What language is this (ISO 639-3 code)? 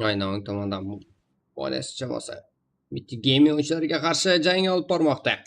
kaa